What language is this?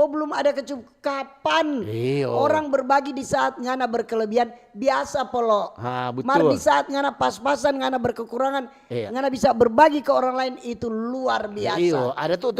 Manado Malay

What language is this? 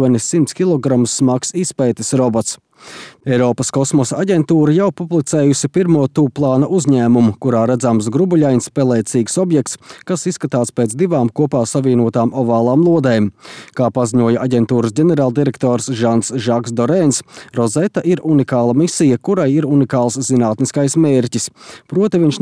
Latvian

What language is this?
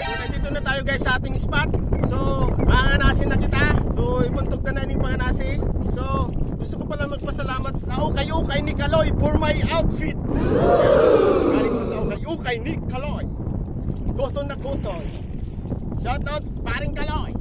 Bikol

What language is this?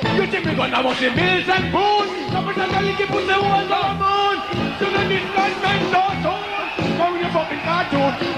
Jamaican Creole English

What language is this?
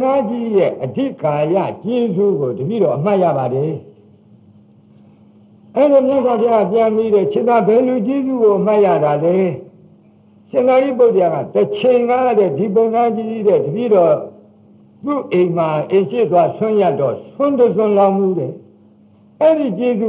Burmese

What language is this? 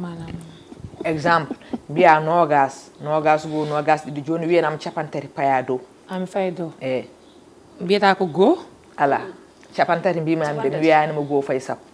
Fula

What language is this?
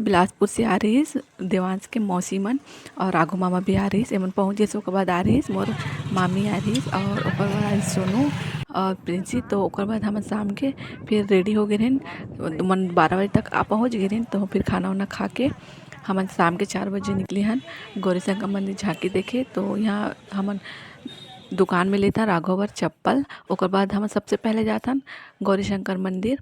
Chhattisgarhi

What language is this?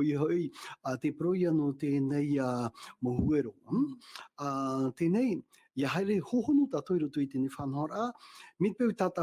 Tahitian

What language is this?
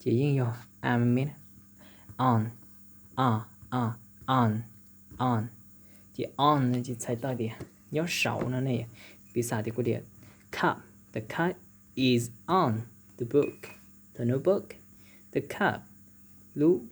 Hmong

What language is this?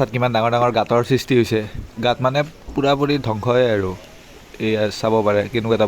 Assamese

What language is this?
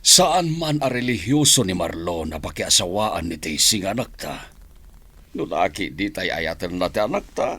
Iloko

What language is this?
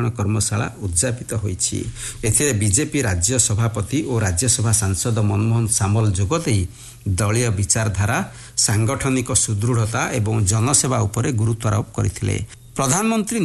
Odia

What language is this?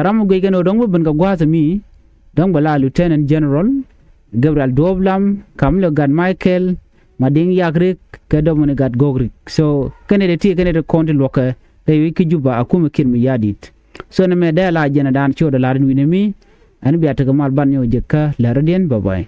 Nuer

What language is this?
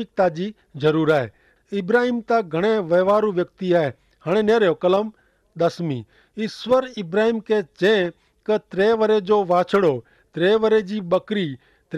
Kachhi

